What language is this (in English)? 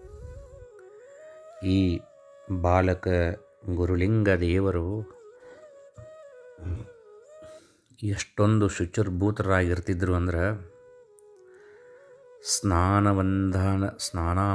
Kannada